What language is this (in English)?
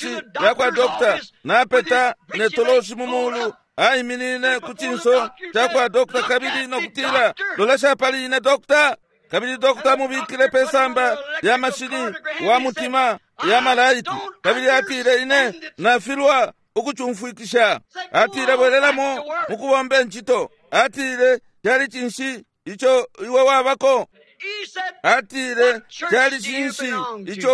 Bemba